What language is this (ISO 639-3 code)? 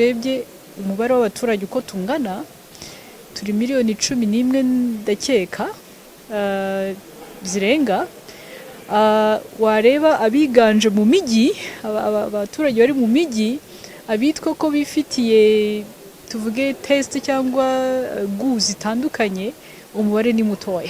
kin